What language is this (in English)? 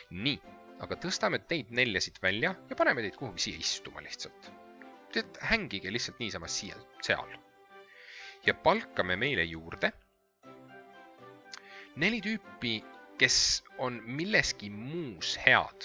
Estonian